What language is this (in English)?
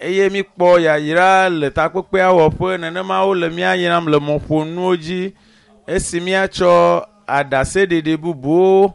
Ewe